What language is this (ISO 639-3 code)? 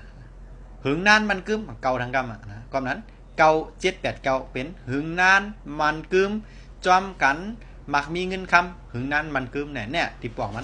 shn